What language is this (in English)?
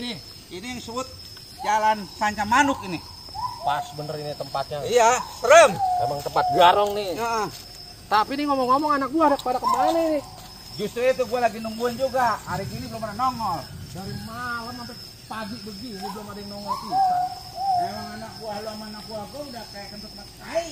Betawi